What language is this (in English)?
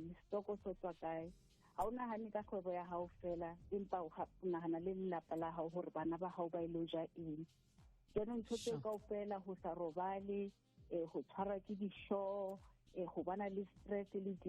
Southern Sotho